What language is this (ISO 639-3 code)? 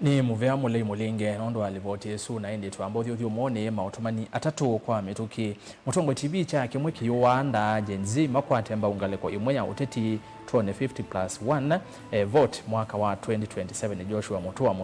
kam